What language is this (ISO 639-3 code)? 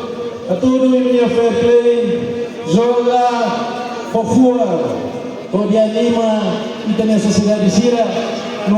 tet